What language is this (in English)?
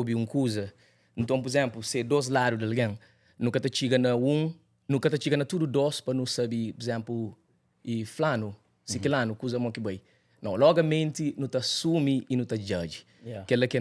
Kabuverdianu